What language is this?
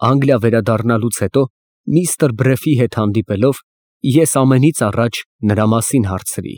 Armenian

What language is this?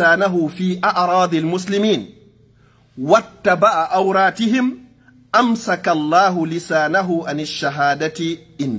Fula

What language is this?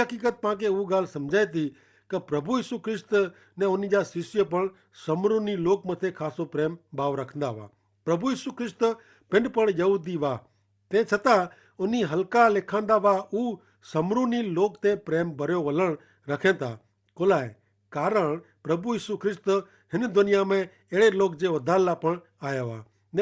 Kachhi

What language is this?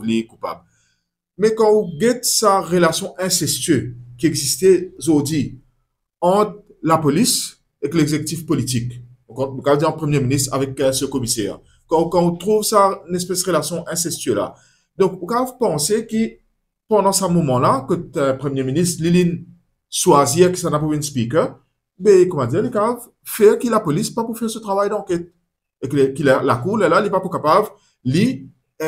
Morisyen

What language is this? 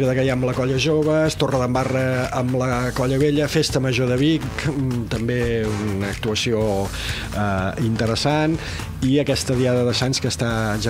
Catalan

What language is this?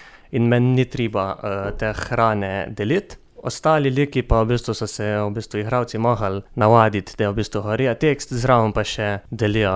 Slovenian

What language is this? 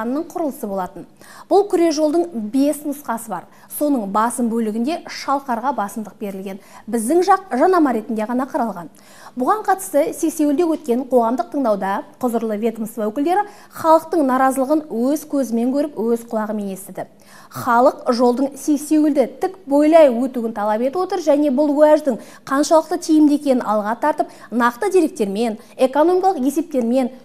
Kazakh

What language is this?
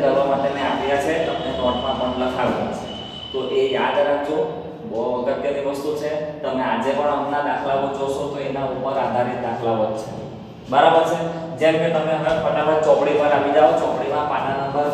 Gujarati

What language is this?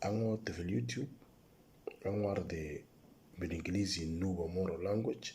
Moro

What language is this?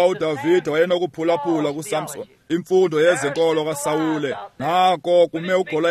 Xhosa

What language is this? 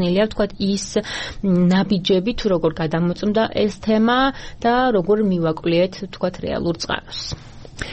Georgian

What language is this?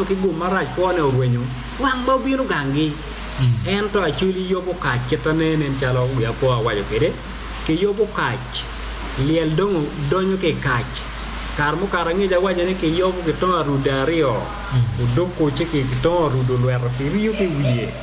Acoli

